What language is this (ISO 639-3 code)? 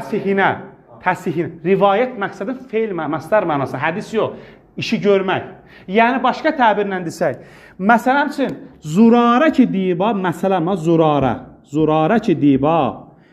aze